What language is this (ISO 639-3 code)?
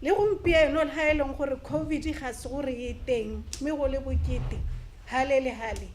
tsn